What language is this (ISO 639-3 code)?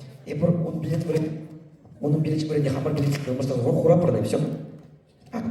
chv